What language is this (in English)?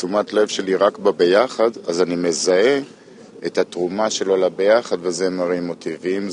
Hebrew